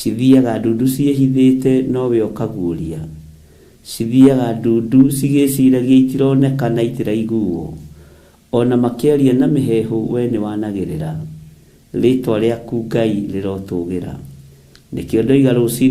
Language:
Kikuyu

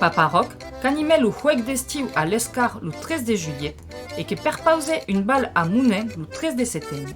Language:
Occitan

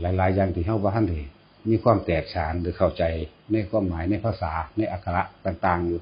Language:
Northeastern Thai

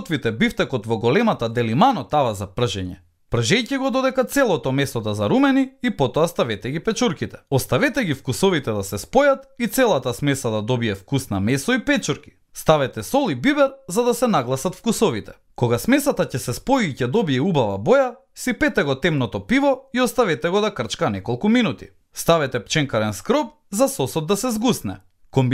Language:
Macedonian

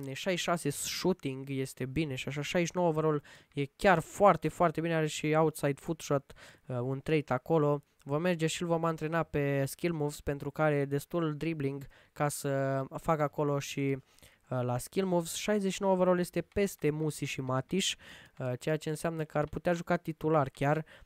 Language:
Romanian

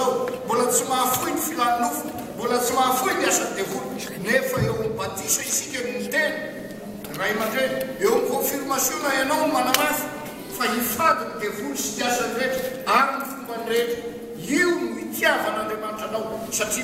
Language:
Malagasy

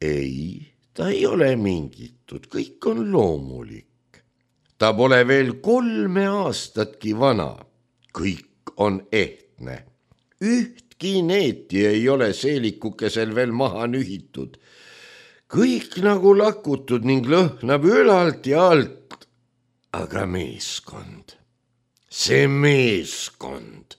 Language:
Estonian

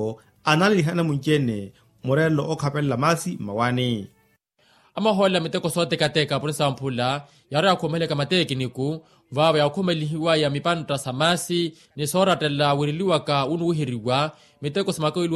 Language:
Makhuwa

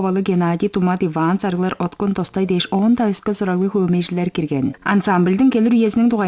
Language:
Tuvinian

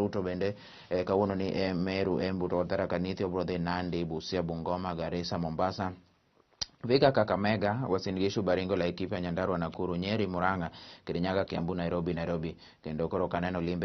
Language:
Luo (Kenya and Tanzania)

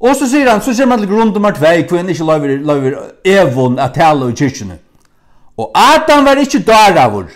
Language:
Faroese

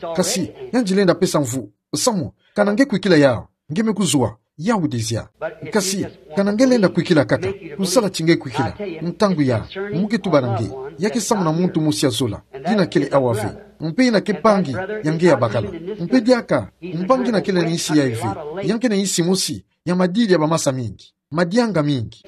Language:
Kituba (Democratic Republic of Congo)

